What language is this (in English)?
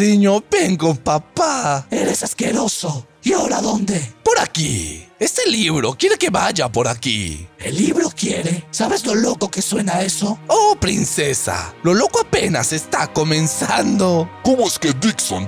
Spanish